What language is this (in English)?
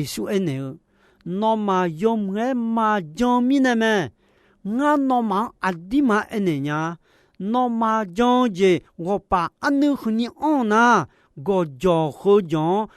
Akha